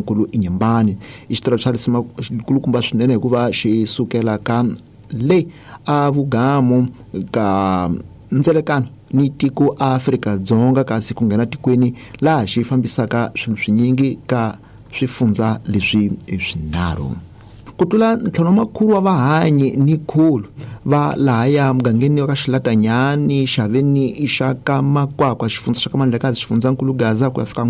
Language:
Tsonga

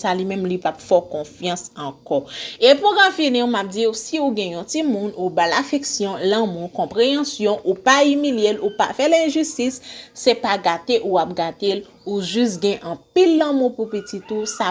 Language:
Haitian Creole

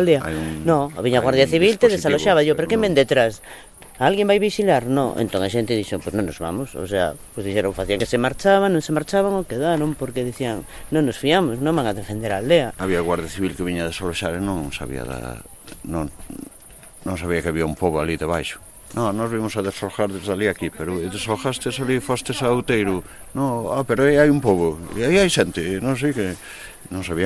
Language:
Galician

